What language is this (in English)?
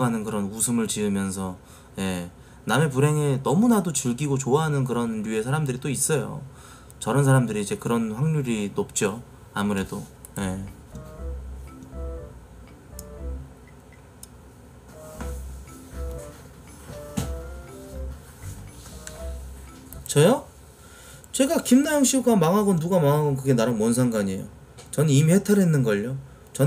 Korean